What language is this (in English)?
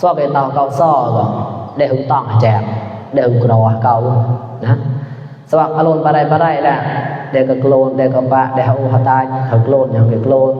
Mon